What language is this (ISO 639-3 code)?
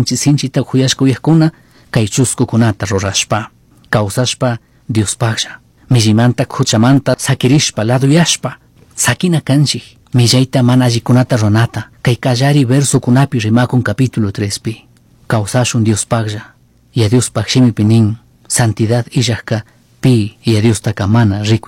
qug